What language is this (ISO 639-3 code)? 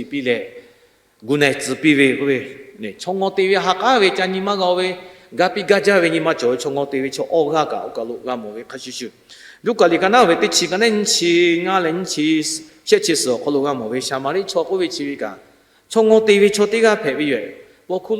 lhu